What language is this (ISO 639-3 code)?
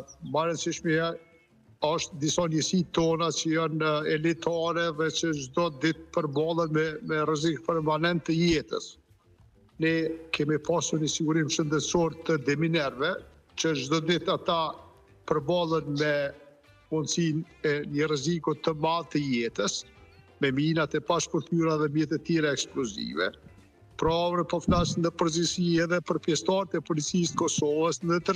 sqi